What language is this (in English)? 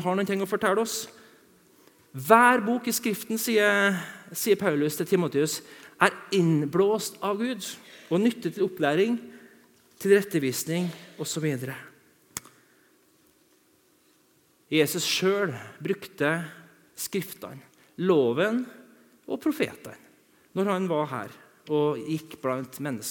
Norwegian